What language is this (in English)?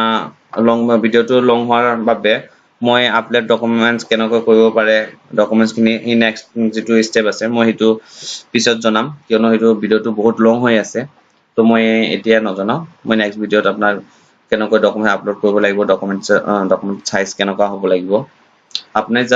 Assamese